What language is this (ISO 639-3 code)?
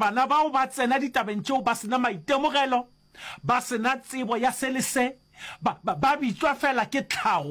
nso